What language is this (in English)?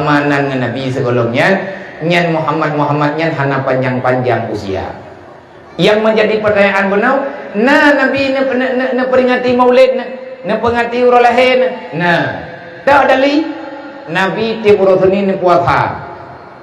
Achinese